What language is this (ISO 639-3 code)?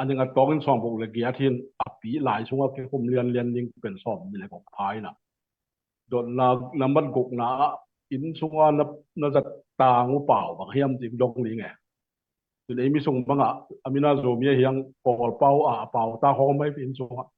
ctd